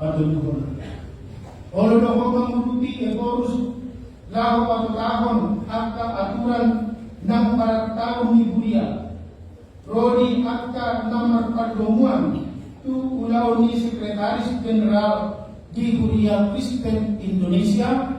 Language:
Batak Toba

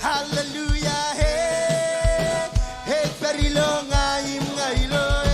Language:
Marshallese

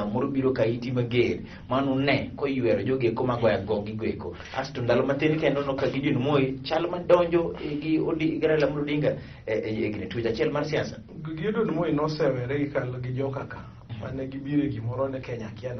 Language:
Luo (Kenya and Tanzania)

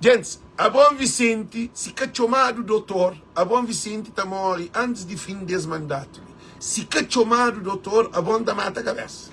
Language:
Kabuverdianu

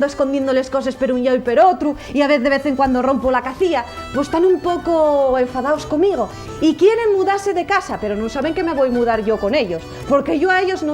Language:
Asturian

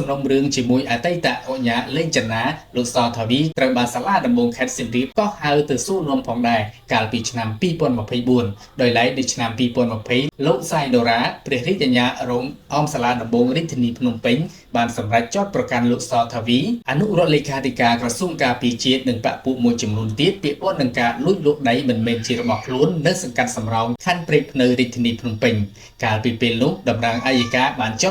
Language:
Khmer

